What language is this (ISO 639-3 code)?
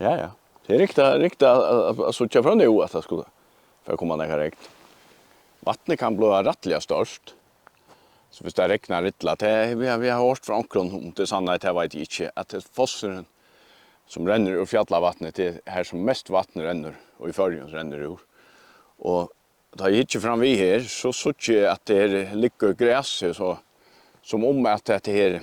fao